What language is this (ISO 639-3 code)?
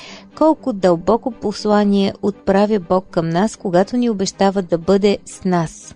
bul